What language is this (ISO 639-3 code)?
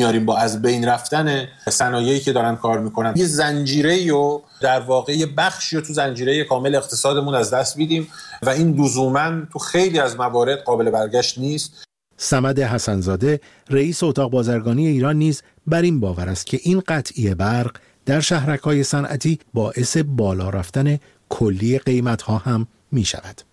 fas